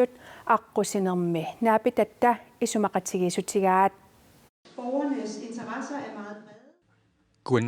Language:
Kalaallisut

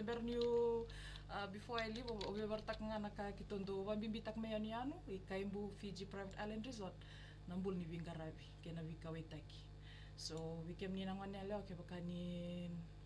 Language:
Fijian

